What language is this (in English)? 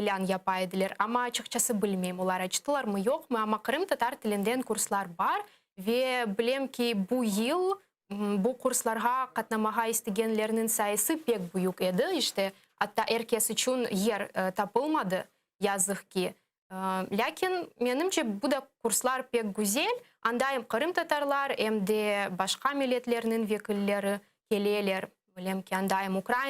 Crimean Tatar